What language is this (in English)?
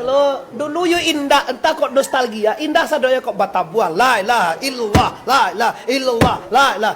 Minangkabau